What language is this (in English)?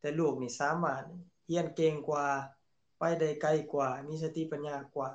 Lao